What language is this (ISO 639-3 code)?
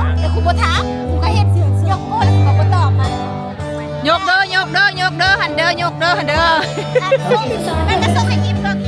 lao